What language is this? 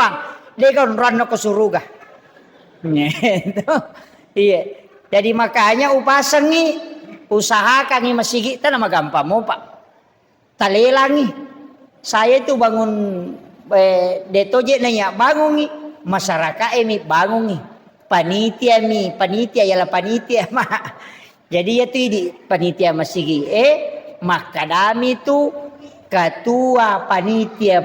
Buginese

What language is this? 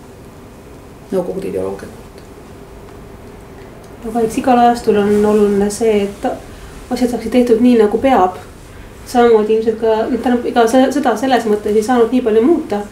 Estonian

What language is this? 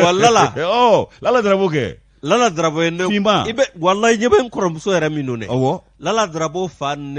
Bambara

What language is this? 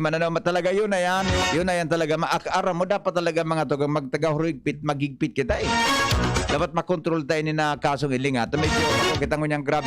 Bikol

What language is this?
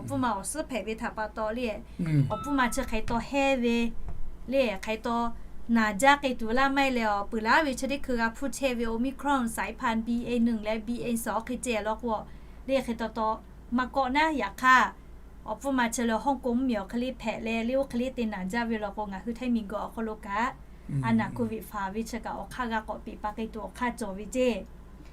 Lahu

